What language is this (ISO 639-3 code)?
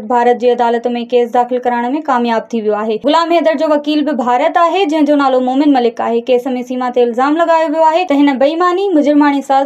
snd